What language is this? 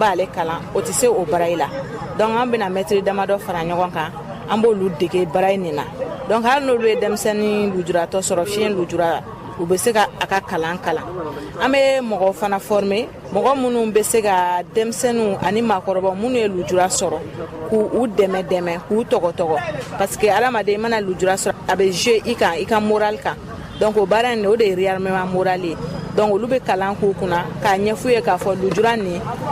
Bambara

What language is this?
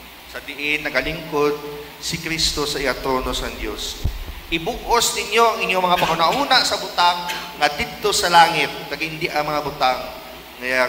Hiligaynon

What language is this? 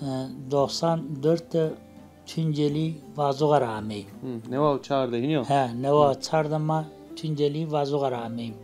Zaza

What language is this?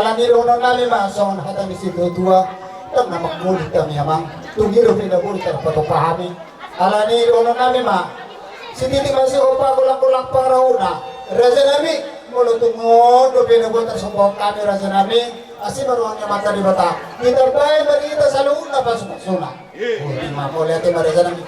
Batak Toba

